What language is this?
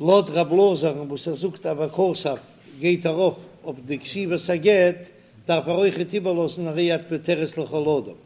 Yiddish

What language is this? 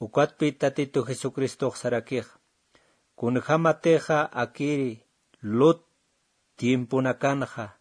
Aymara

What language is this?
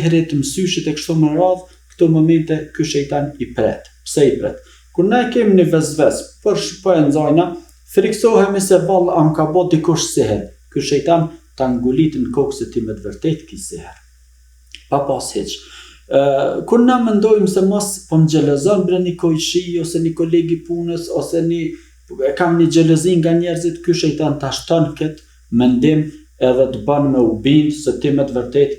Albanian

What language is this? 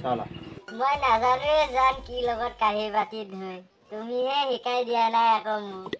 Assamese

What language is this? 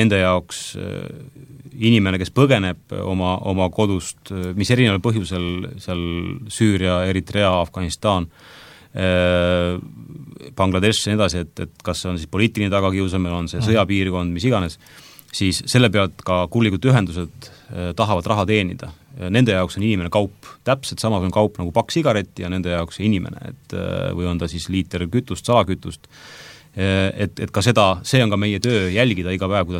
Estonian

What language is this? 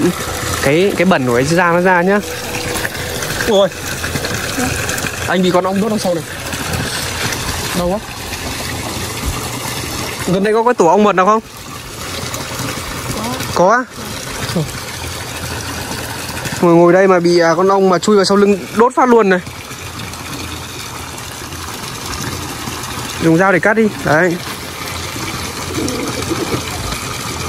Vietnamese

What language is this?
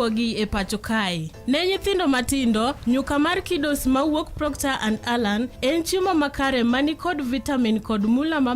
Luo (Kenya and Tanzania)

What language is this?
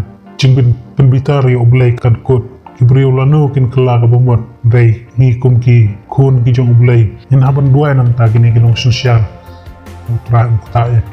Khasi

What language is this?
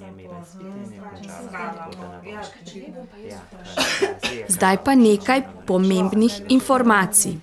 Slovenian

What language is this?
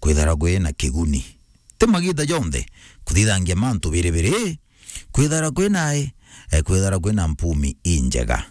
Meru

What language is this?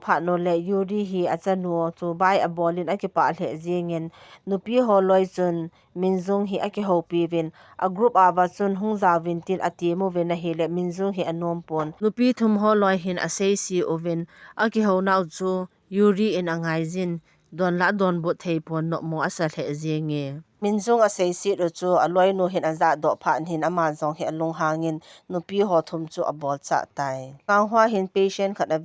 Thado Chin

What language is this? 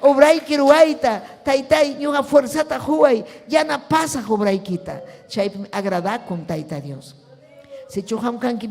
Ayacucho Quechua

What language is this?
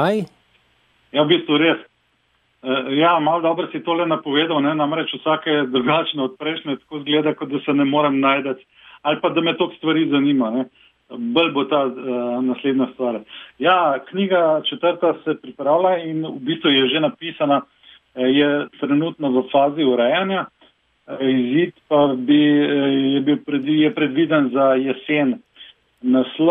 Slovenian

